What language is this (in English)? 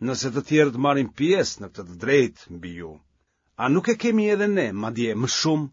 Albanian